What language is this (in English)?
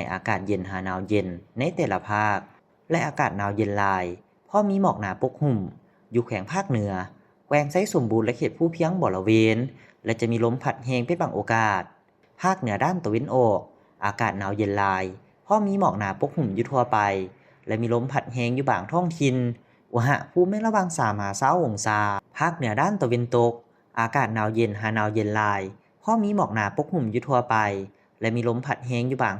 Lao